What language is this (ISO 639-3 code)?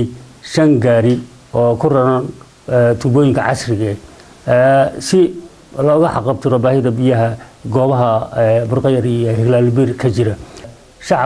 som